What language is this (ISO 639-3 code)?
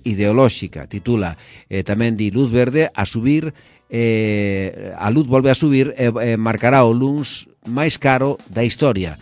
glg